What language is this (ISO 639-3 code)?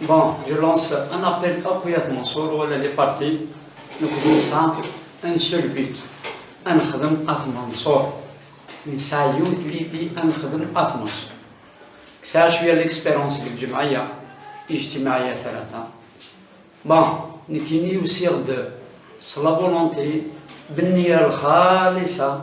kab